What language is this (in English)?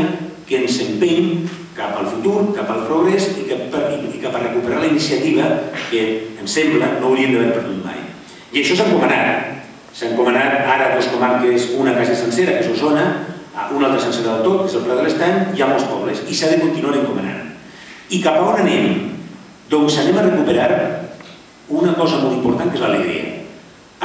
Catalan